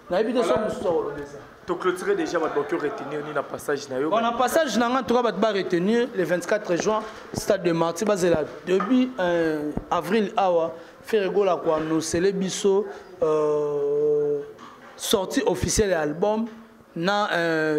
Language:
Lingala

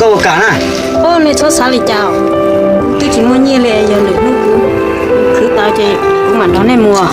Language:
Hmong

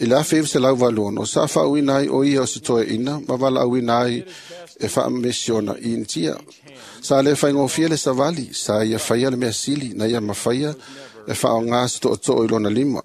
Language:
Samoan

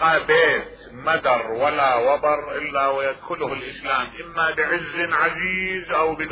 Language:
Mesopotamian Arabic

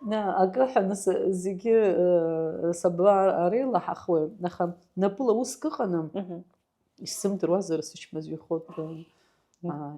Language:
Abkhazian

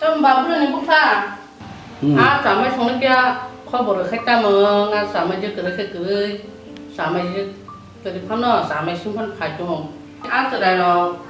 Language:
Kok Borok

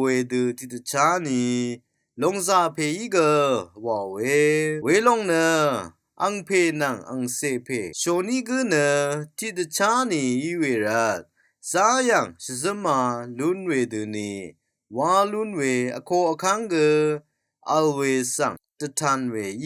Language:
Rawang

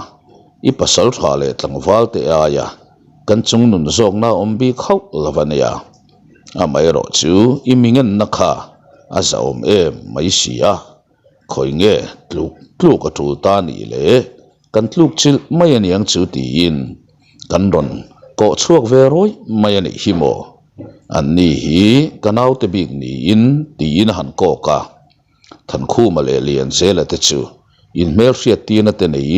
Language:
Mizo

